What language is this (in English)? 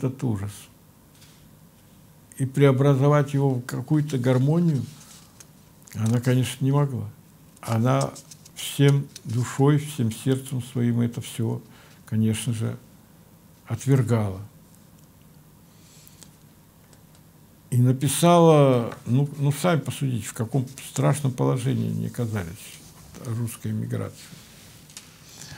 Russian